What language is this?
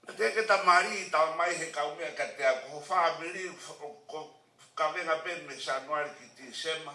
Tongan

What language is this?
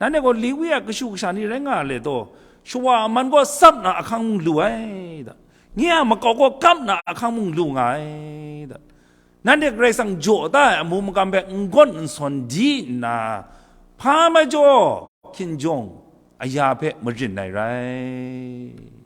Kachin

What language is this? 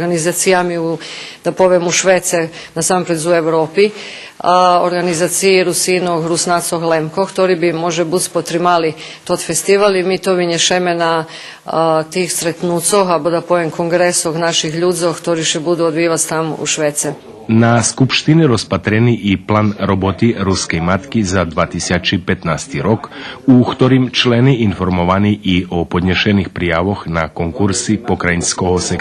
Rusyn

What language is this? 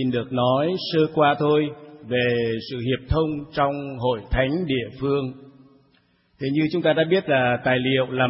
Vietnamese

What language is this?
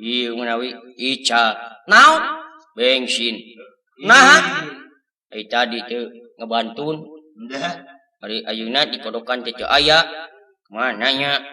Sundanese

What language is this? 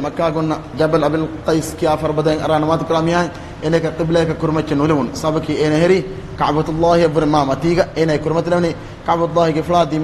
Divehi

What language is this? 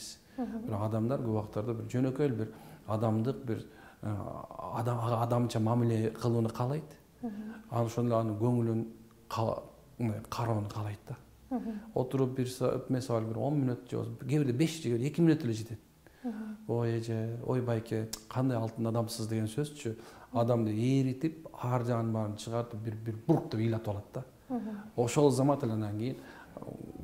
Kyrgyz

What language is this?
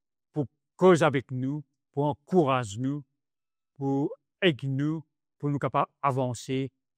Morisyen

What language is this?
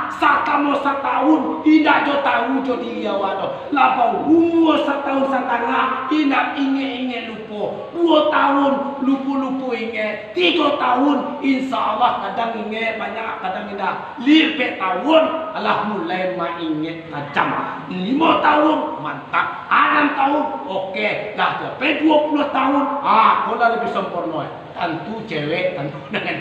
Minangkabau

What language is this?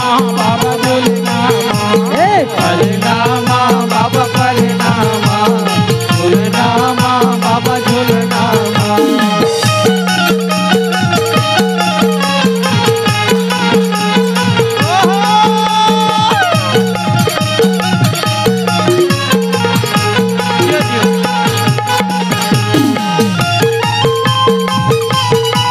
Chhattisgarhi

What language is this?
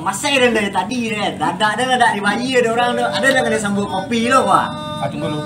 Minangkabau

